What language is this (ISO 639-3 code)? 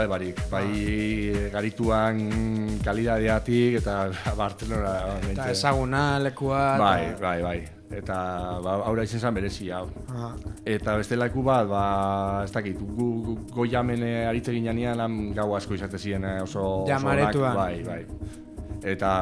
eus